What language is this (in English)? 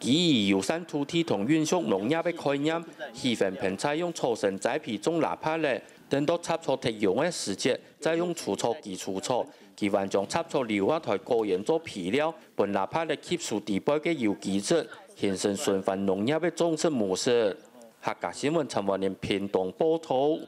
Hakka Chinese